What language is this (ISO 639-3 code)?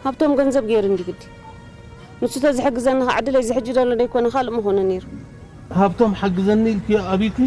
tir